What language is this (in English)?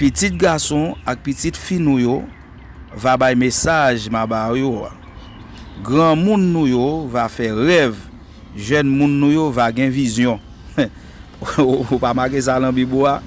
Haitian Creole